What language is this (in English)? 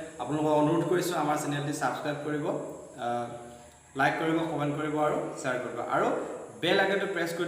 Assamese